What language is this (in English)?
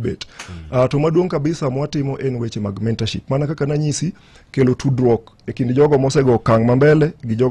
Luo (Kenya and Tanzania)